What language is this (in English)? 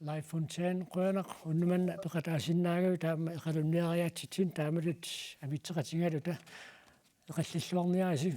Kalaallisut